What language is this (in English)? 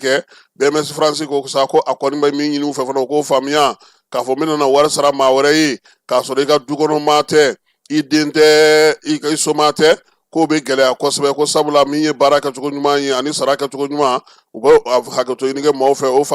Bambara